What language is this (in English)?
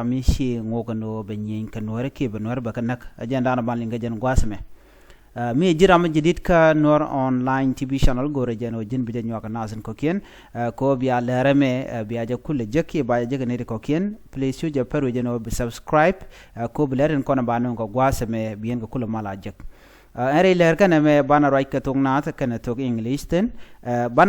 Nuer